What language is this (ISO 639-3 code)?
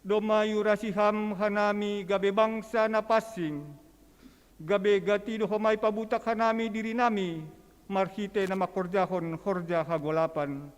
bts